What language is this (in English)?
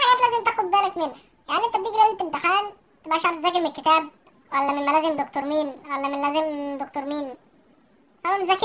Egyptian Arabic